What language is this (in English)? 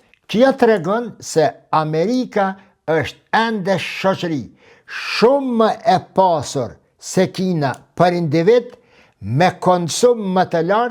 Albanian